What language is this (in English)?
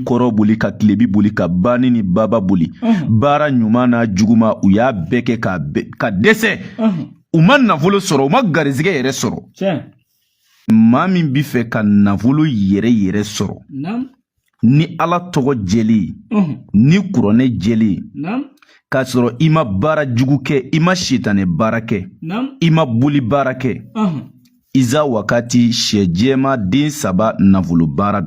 Bambara